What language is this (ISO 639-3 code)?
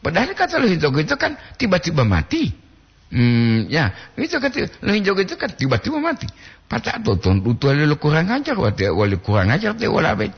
gor